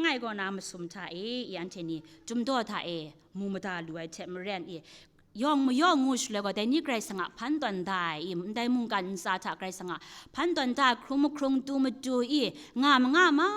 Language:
Kachin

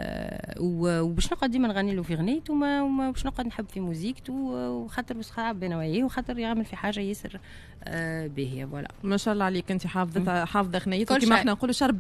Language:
Tunisian Arabic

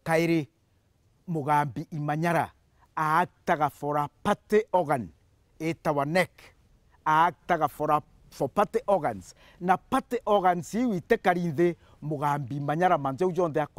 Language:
Meru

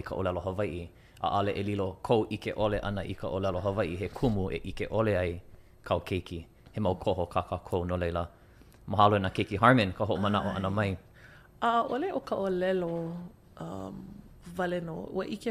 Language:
Hawaiian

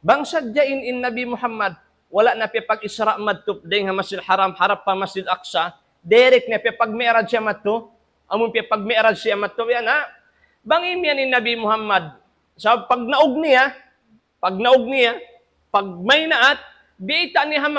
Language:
Tausug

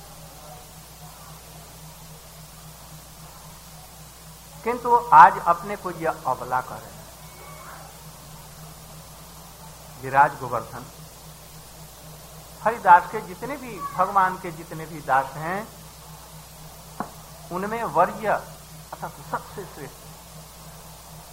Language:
Hindi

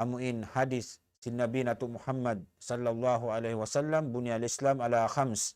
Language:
Tausug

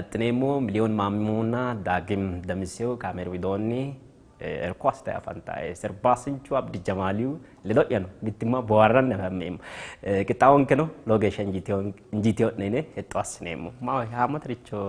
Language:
Sidamo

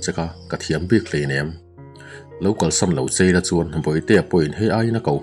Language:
Mizo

